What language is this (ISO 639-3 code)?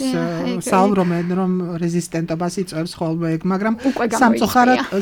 kat